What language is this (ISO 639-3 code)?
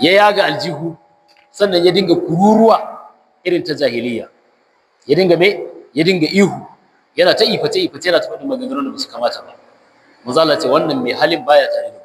hau